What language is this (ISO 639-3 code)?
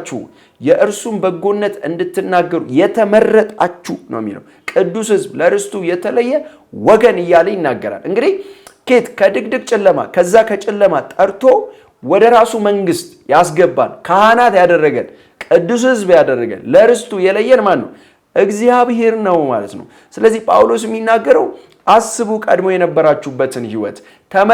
amh